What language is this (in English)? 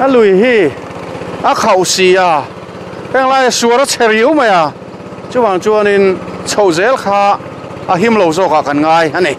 Mizo